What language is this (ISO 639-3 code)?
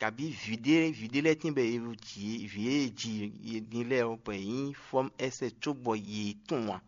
fon